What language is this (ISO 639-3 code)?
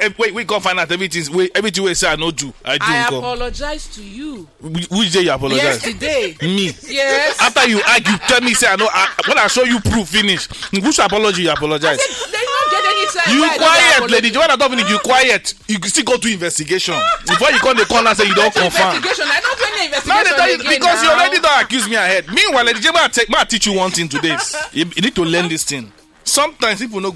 pcm